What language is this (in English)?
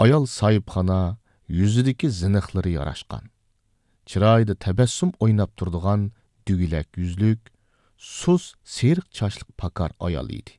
Uyghur